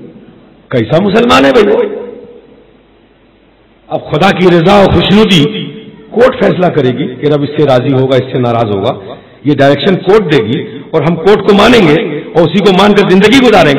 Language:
Urdu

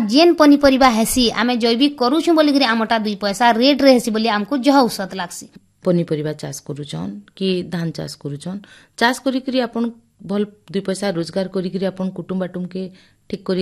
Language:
Odia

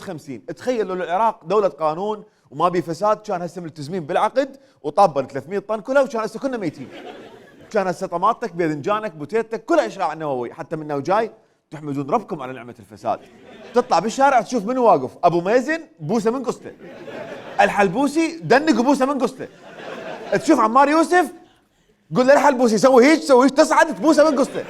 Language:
Mesopotamian Arabic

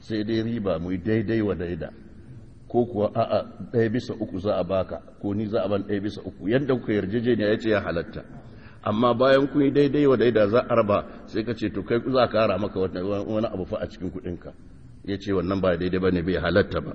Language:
Hausa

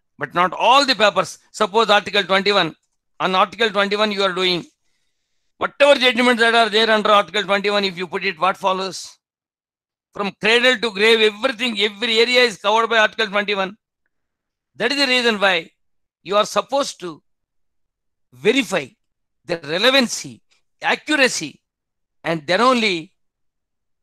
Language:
English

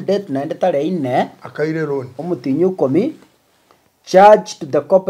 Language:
Gusii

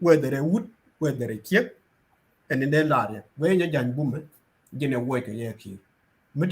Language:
Nuer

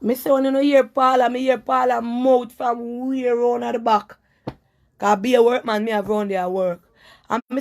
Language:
Jamaican Creole English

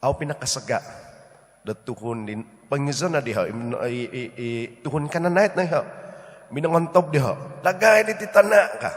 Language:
Central Dusun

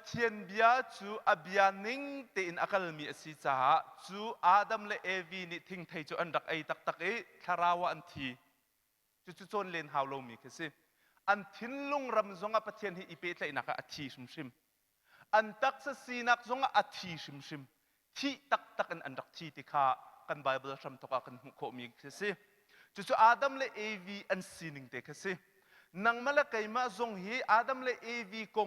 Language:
Hakha Chin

